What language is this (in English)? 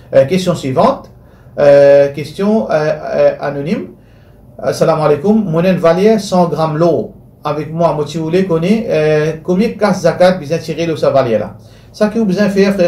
Morisyen